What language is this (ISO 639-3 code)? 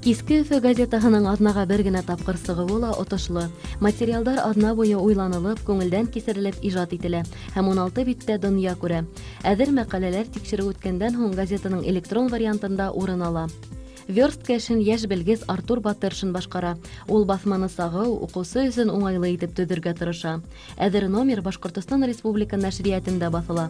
bak